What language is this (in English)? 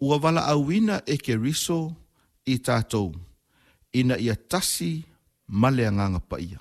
Samoan